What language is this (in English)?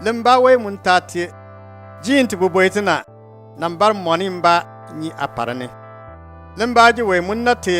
Bimoba